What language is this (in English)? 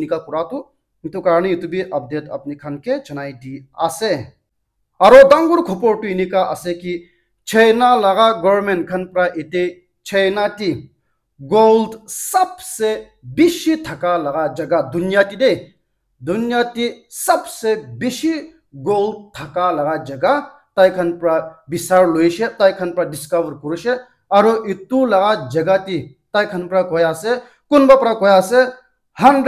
Naga Pidgin